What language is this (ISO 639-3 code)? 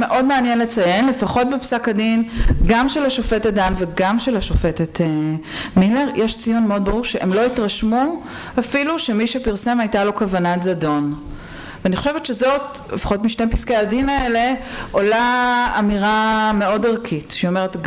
heb